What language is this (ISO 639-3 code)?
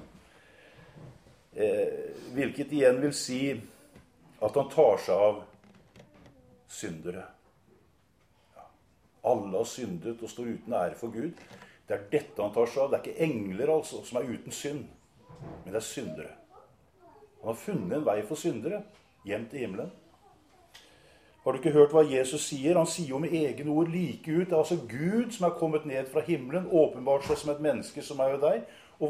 nor